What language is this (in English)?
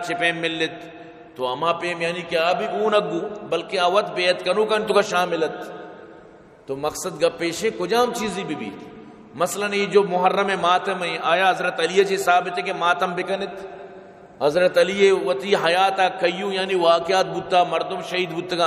Baluchi